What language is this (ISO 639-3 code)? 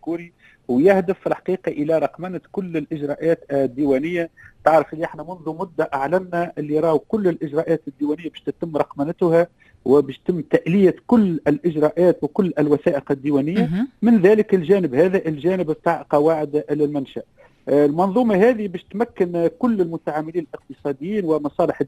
aeb